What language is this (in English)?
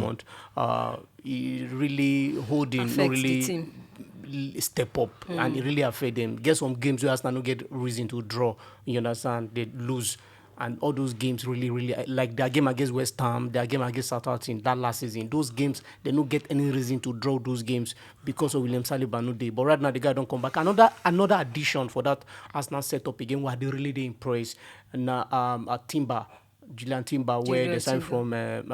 Nigerian Pidgin